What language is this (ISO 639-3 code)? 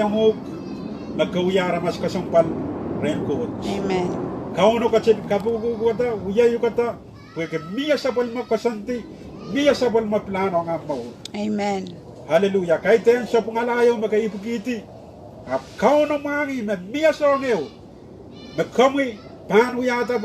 pon